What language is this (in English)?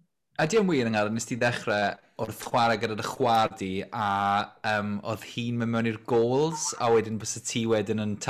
Welsh